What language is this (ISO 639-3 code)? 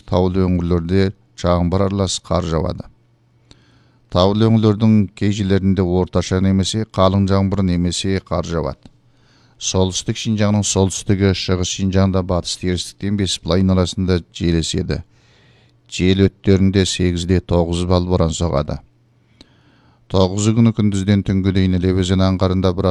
kaz